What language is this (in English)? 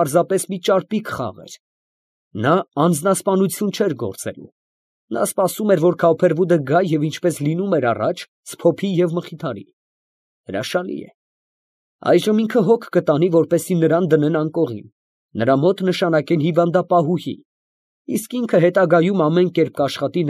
Armenian